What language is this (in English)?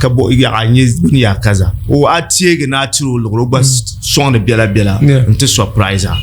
Dagbani